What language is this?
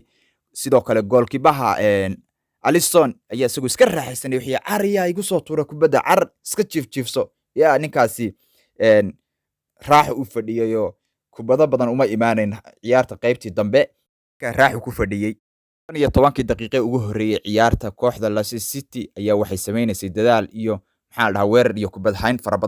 Somali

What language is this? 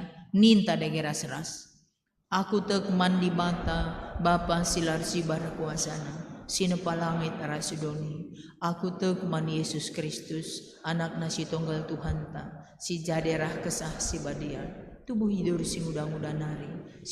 Batak Karo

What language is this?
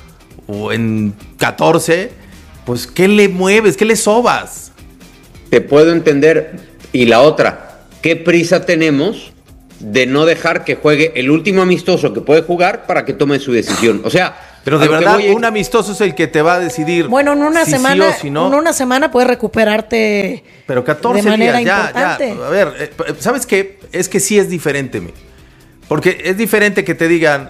Spanish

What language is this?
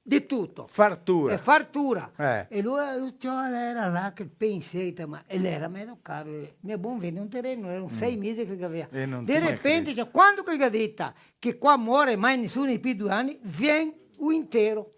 Venetian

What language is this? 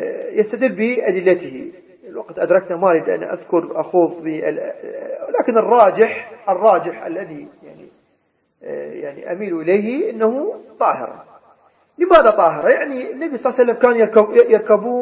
Arabic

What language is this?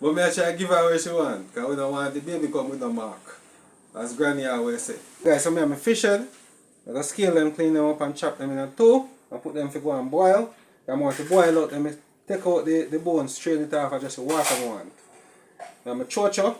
Jamaican Creole English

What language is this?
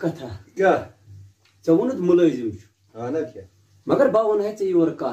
Kashmiri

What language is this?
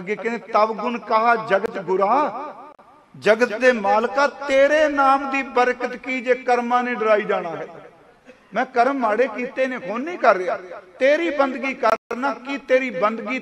Punjabi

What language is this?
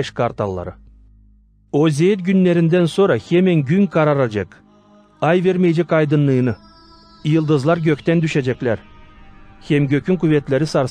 Gagauz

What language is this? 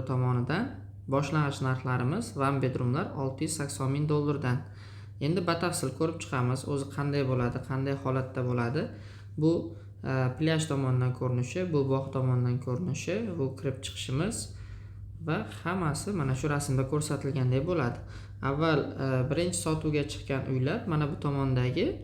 Uzbek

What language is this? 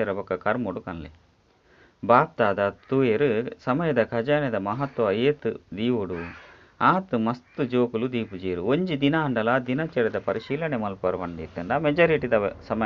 Tulu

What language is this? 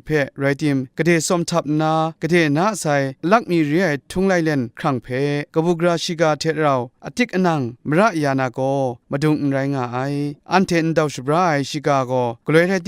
Kachin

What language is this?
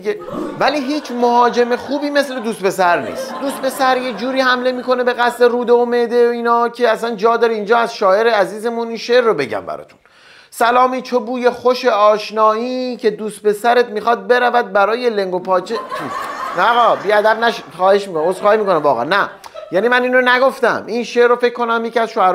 Persian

